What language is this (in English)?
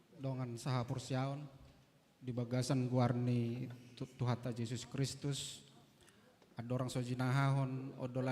Batak Toba